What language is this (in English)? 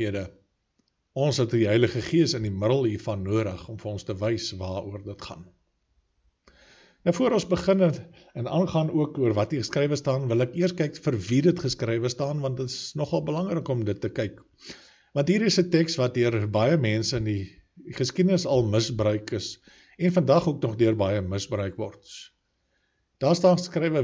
Afrikaans